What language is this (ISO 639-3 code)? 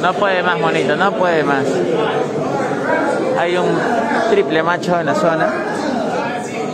spa